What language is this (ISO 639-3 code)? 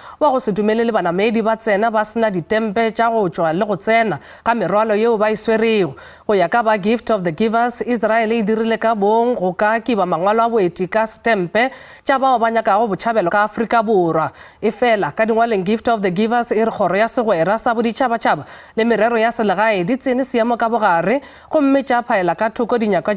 nso